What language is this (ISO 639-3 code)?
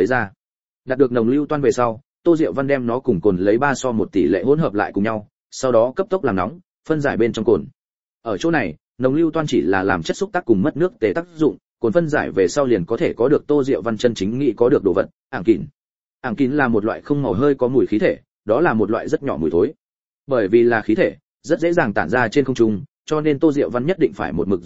vie